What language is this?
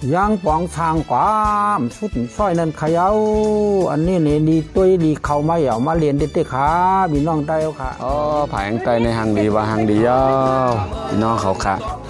Shan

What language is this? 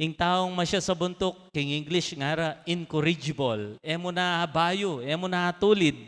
Pampanga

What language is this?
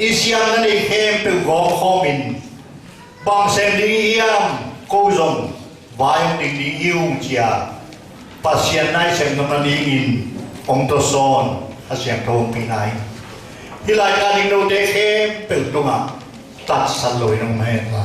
Tedim Chin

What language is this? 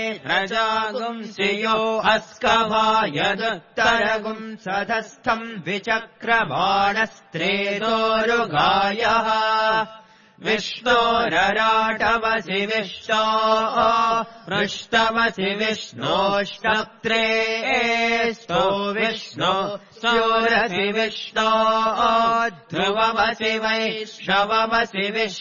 Sanskrit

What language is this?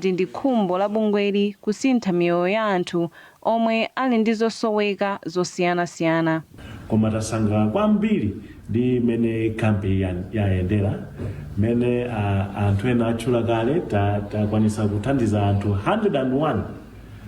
Nyanja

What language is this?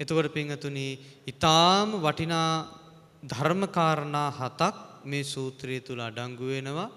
Sinhala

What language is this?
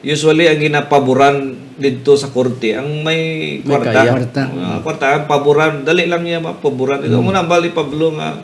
Hiligaynon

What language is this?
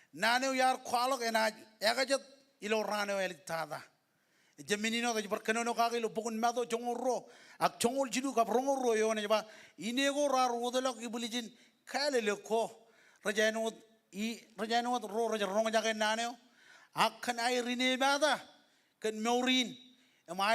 Marshallese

